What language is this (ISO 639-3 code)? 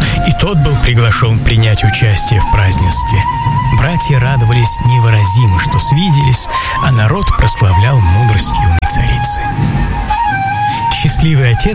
rus